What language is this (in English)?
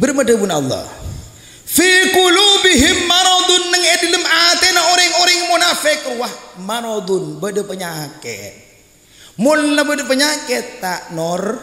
Madurese